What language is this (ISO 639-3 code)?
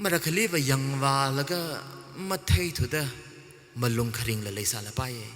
nmf